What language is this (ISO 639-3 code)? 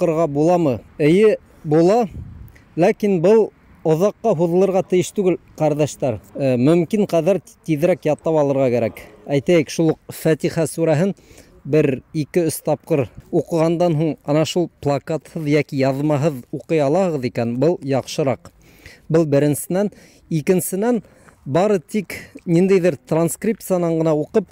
bak